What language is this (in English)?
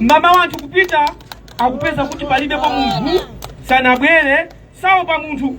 Nyanja